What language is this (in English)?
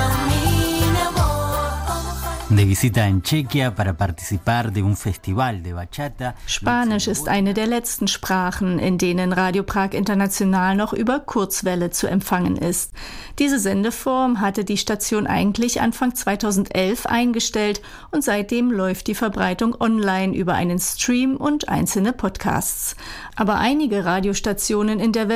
German